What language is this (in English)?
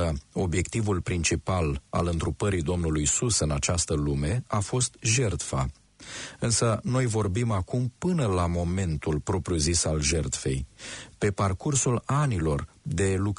Romanian